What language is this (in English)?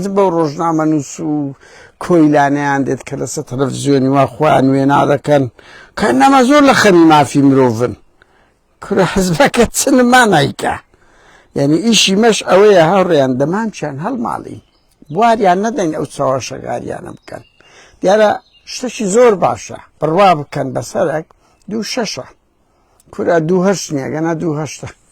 Central Kurdish